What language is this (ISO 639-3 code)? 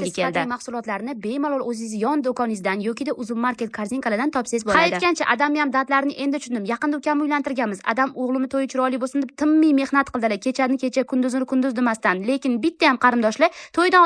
uzb